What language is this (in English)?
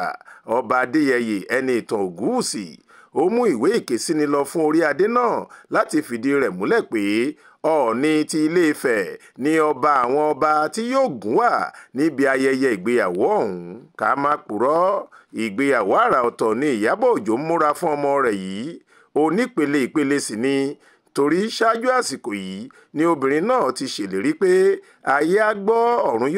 Yoruba